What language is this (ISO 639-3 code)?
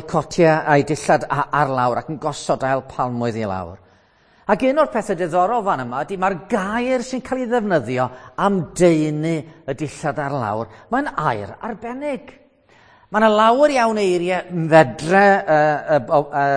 cym